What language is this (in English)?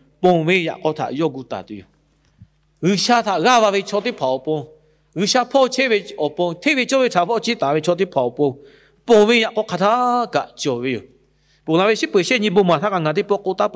Lahu